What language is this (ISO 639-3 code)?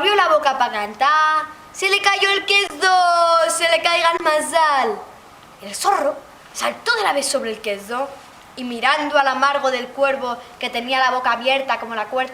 lad